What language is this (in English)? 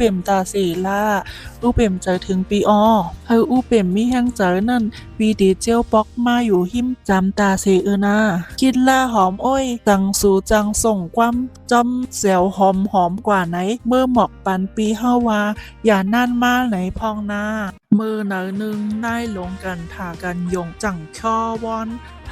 Shan